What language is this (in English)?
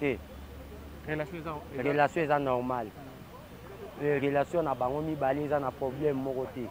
Lingala